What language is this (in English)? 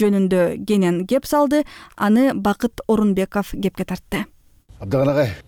Kyrgyz